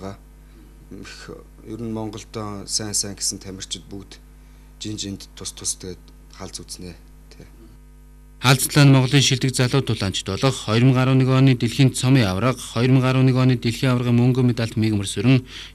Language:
Mongolian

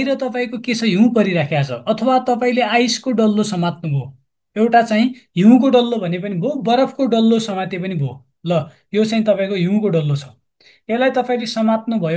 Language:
Nepali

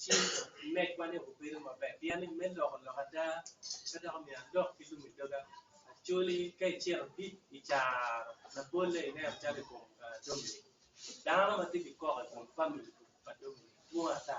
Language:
Acoli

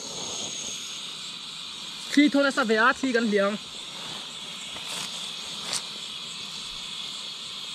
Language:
Vietnamese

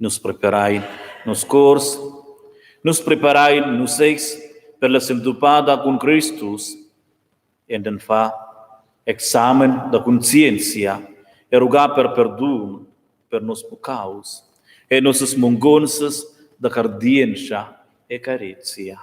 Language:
Romansh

